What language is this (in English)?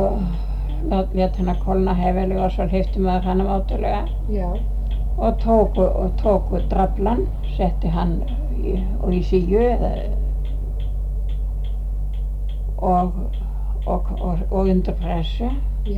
Icelandic